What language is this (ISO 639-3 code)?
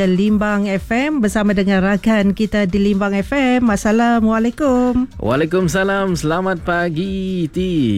msa